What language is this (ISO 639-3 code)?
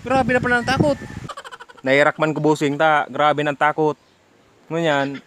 bik